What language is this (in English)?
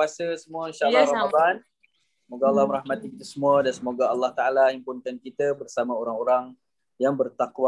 Malay